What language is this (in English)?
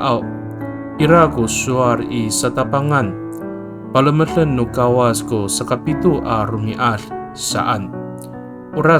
Amis